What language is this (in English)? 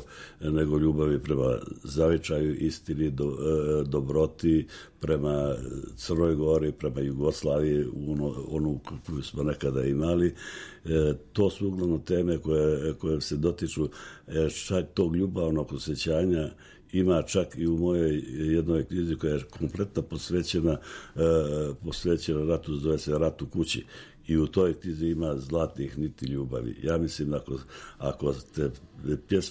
Serbian